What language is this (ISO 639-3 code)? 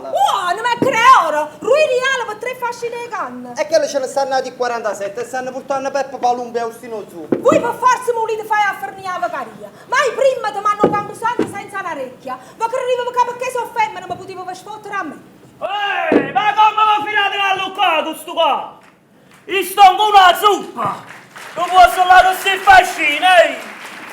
nap